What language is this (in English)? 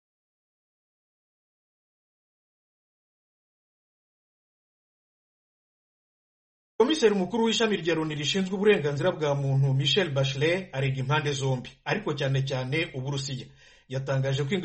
Kinyarwanda